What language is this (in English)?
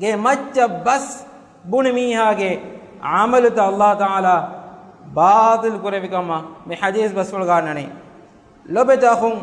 Divehi